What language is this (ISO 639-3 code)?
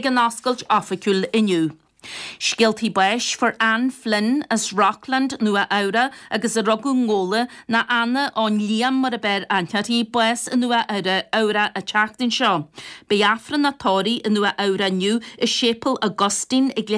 gle